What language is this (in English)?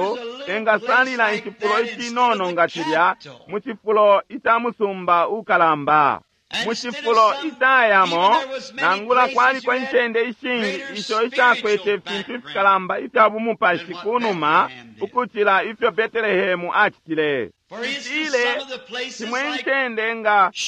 Bemba